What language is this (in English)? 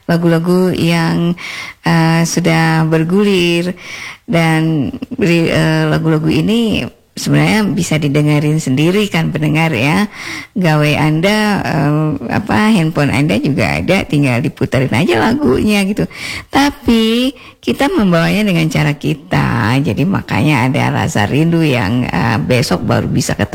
Indonesian